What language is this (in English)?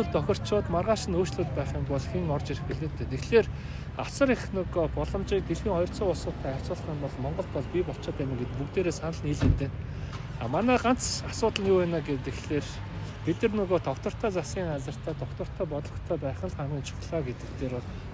Mongolian